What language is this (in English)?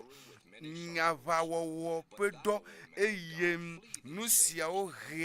Ewe